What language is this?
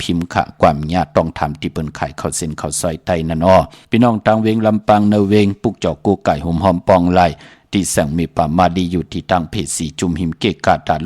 Shan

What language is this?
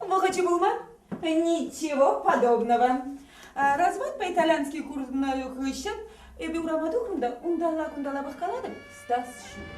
Chuvash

